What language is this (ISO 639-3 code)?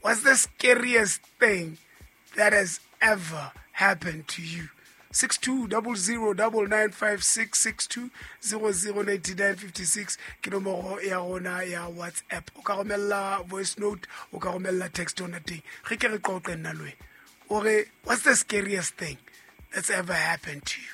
sot